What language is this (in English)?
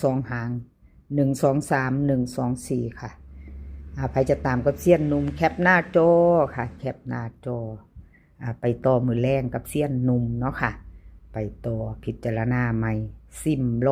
Northeastern Thai